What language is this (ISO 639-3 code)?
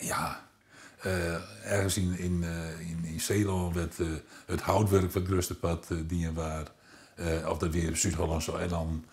fry